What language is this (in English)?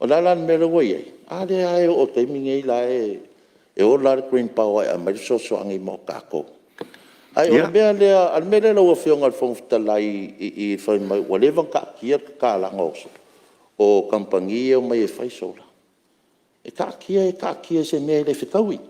Samoan